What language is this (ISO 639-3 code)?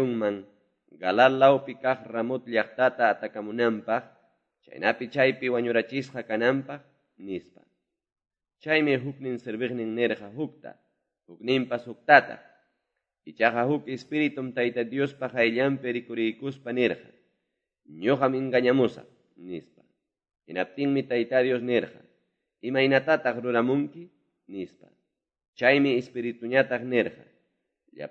que